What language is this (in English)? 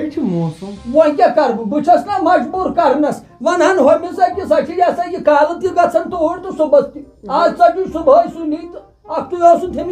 Kashmiri